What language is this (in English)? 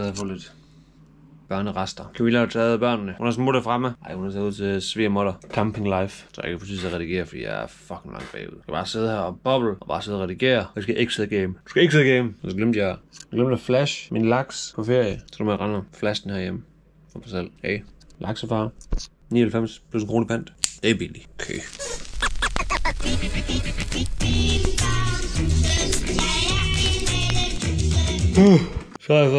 Danish